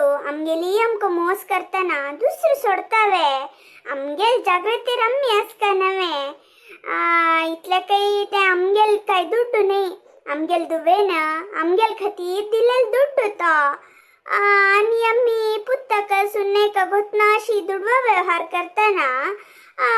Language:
Konkani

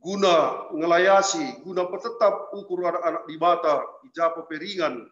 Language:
Batak Karo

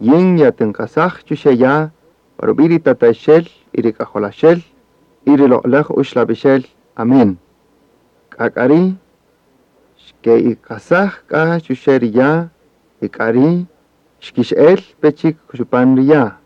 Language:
Kaqchikel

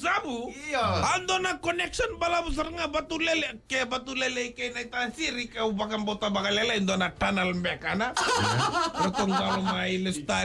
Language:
Fijian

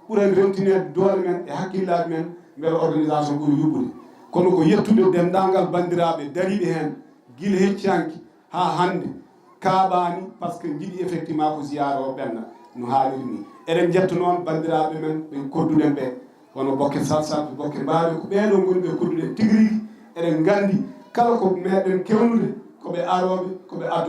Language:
Fula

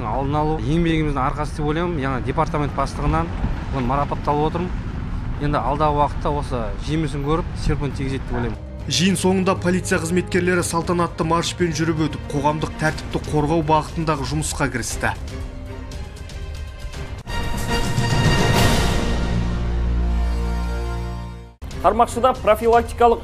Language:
Kazakh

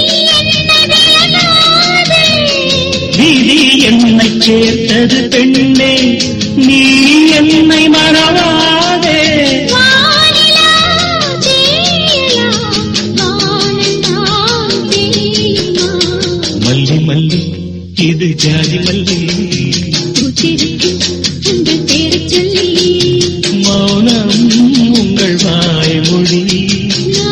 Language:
Tamil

